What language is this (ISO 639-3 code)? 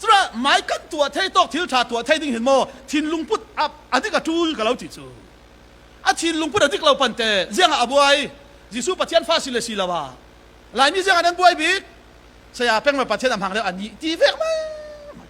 cfm